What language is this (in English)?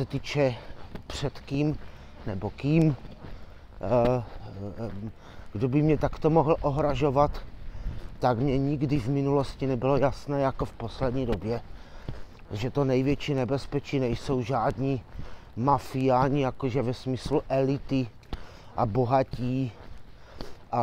Czech